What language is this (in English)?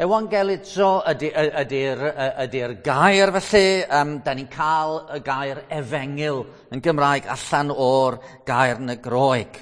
Welsh